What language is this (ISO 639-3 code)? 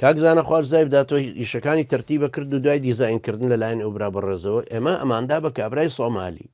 ckb